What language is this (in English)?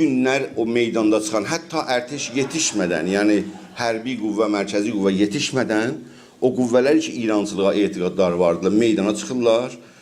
South Azerbaijani